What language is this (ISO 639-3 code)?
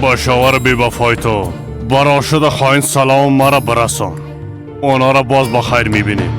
fas